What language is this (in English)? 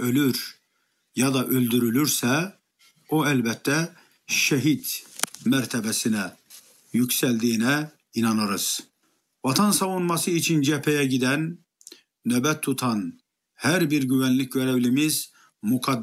Turkish